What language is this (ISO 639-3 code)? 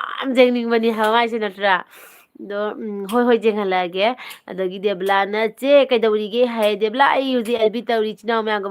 mni